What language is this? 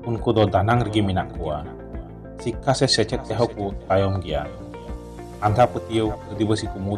Santali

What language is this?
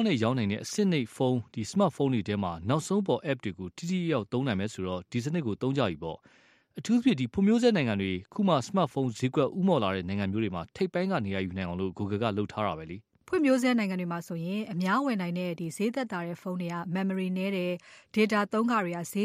Burmese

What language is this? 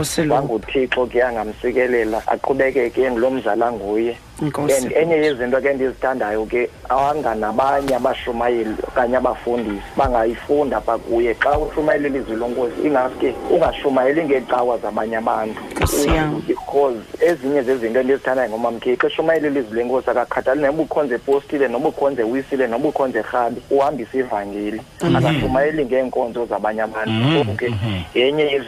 Xhosa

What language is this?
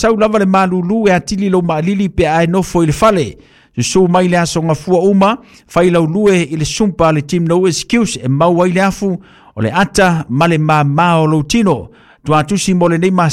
Samoan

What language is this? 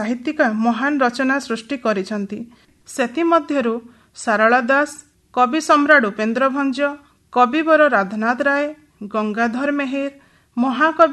Odia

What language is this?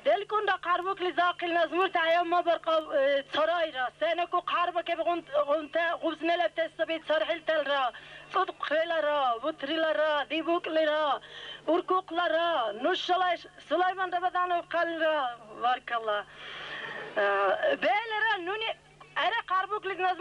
Dargwa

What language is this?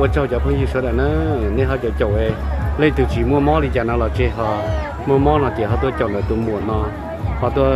Hmong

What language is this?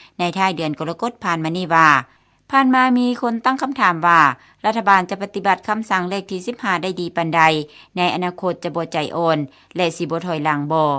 Lao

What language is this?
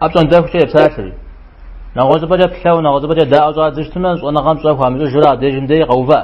Kabardian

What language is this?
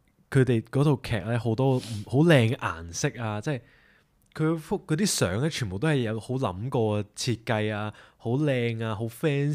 Cantonese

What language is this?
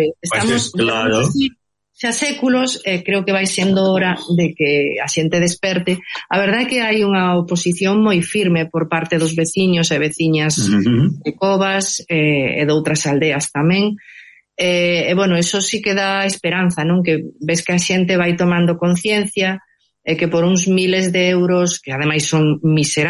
Galician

